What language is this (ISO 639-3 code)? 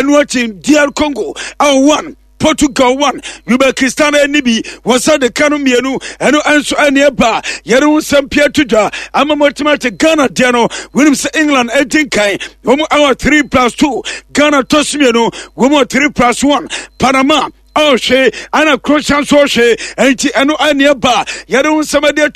aka